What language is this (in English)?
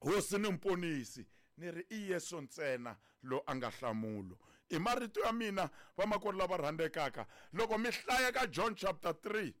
Tsonga